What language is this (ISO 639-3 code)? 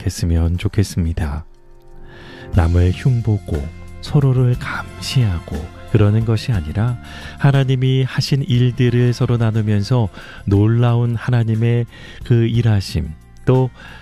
kor